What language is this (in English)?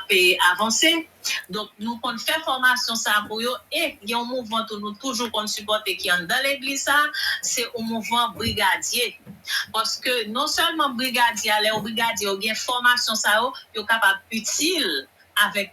Haitian Creole